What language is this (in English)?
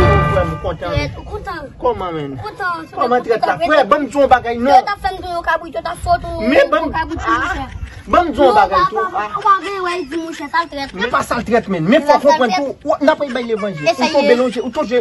Haitian Creole